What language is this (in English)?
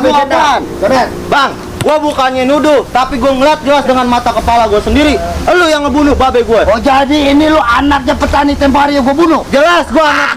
Betawi